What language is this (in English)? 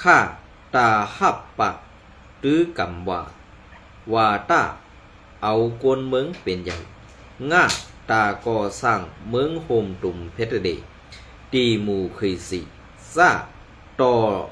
Shan